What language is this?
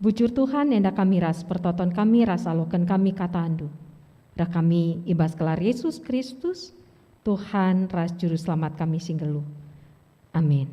Batak Karo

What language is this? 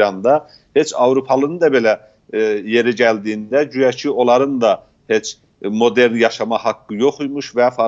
South Azerbaijani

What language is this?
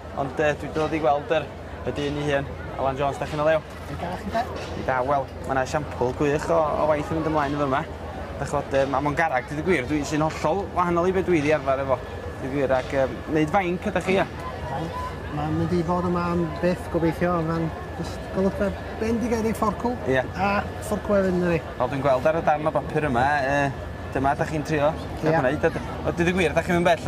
Welsh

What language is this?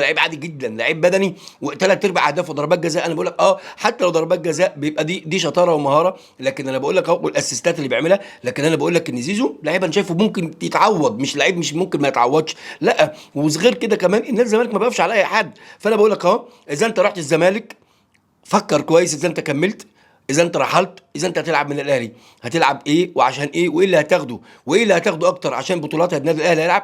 Egyptian Arabic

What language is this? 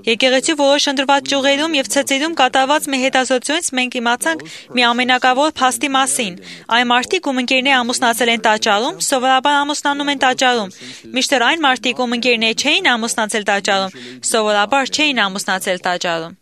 Armenian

